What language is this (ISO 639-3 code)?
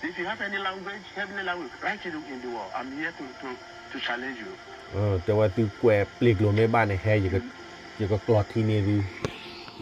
ksw